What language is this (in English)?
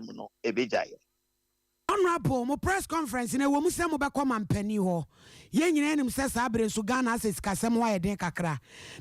Akan